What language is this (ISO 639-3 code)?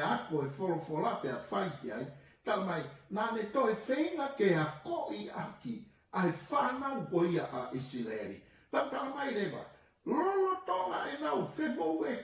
ton